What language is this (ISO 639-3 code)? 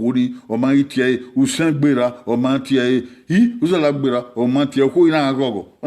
bin